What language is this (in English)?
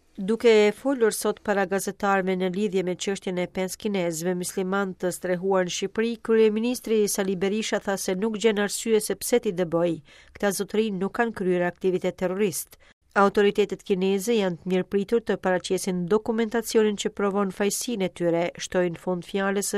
Albanian